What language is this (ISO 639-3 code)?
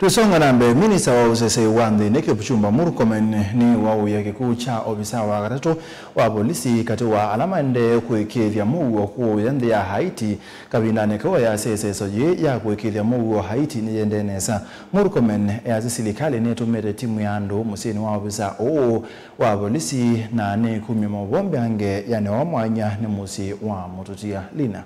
kam